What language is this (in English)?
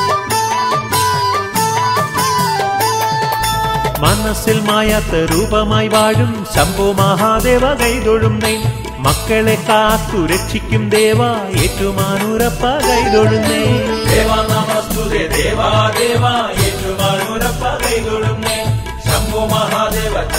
Malayalam